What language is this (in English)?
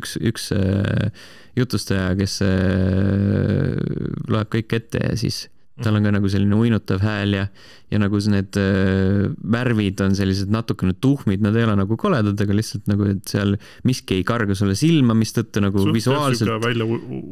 Estonian